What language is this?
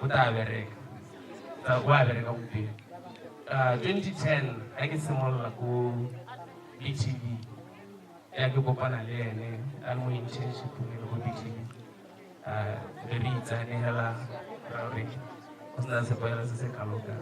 Tswana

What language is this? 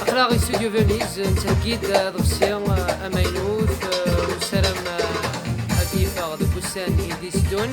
Kabyle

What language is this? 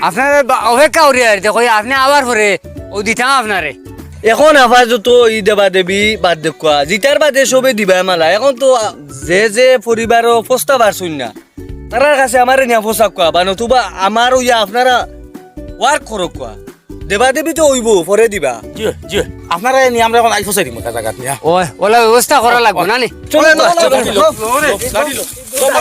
Sylheti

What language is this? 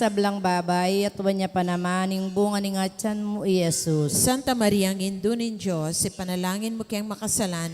Pampanga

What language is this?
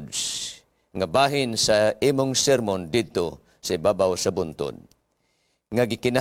Cebuano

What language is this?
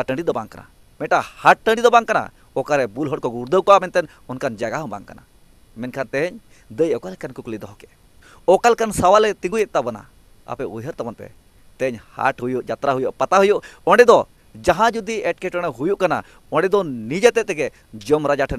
Santali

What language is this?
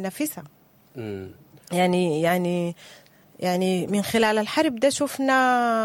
Sudanese Arabic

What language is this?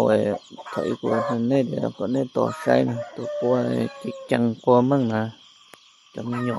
Hmong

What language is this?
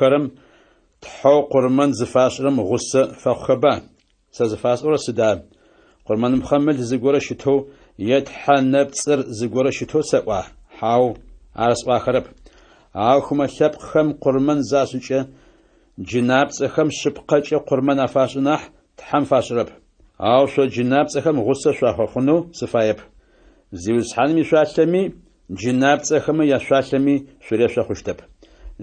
Adyghe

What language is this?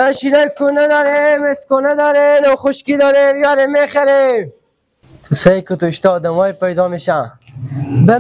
Persian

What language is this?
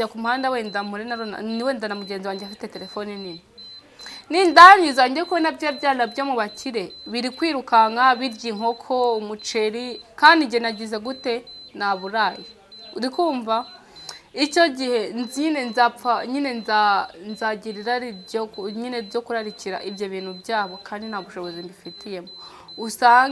Kinyarwanda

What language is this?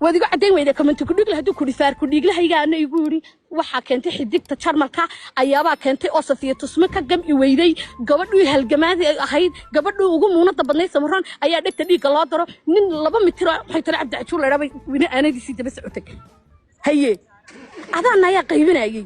Somali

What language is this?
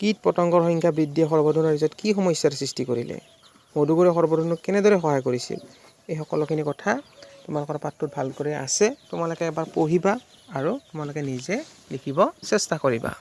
Assamese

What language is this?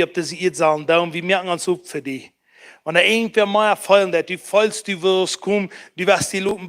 Plautdietsch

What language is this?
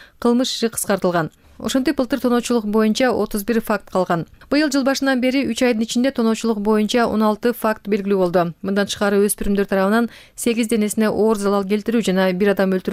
Kyrgyz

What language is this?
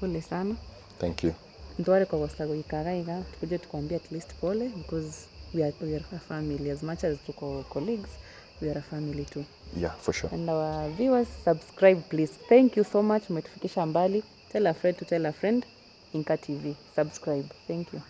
Gusii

